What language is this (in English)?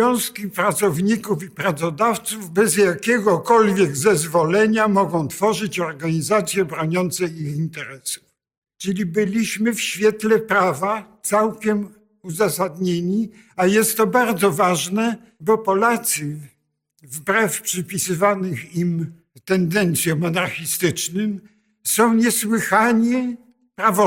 Polish